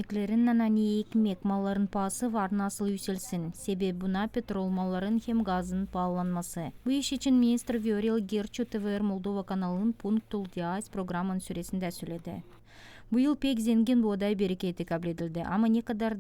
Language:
Gagauz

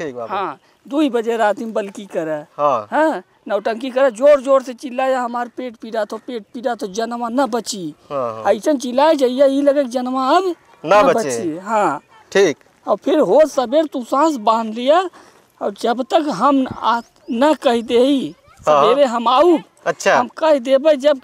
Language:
Awadhi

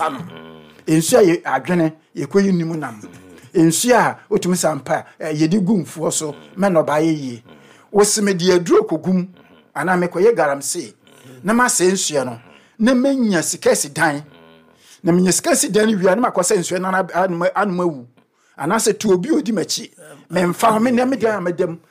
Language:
Akan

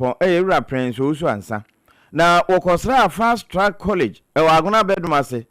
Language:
Akan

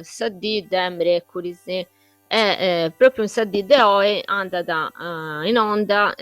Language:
Sardinian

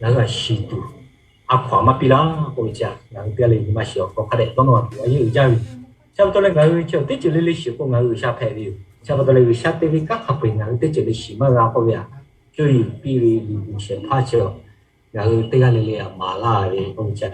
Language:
Lahu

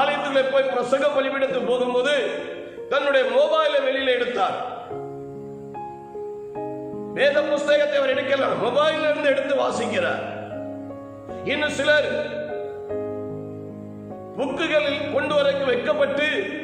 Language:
Tamil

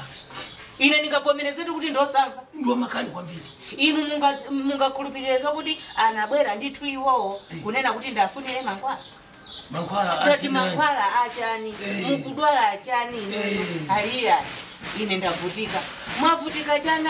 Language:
Nyanja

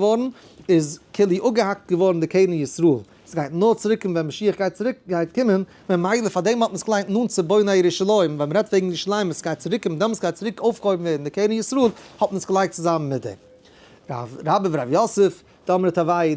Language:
Yiddish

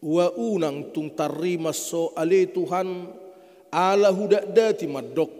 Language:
Batak Toba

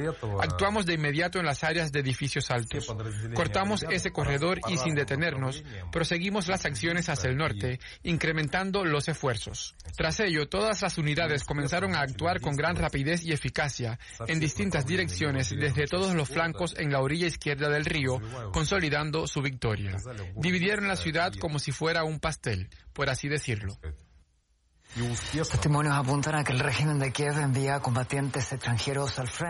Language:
Spanish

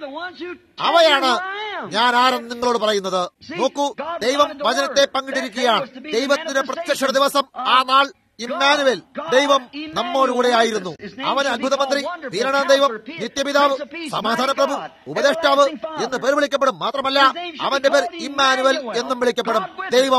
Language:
Malayalam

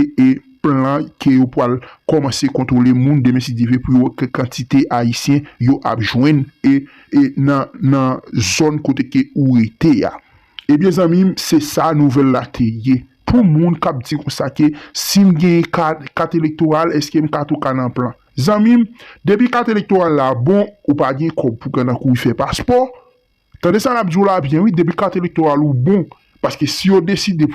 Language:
Haitian Creole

